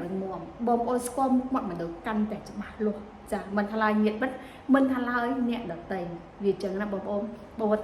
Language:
Khmer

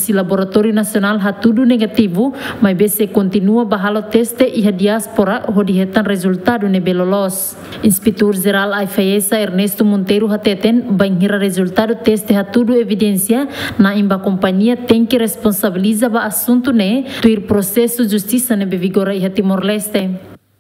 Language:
Tetum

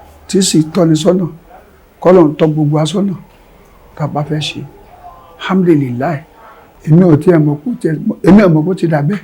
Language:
Yoruba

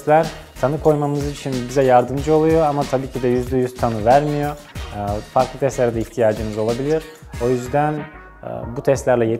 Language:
Turkish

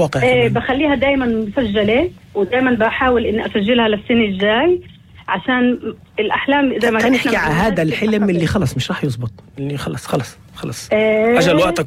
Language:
North Levantine Arabic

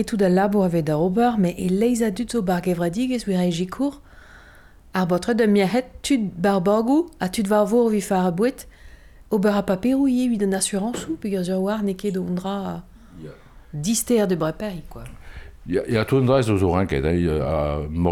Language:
Breton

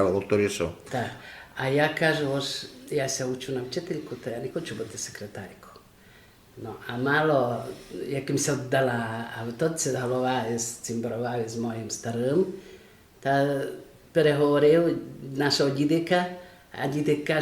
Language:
Rusyn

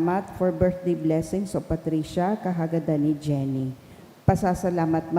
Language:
Bikol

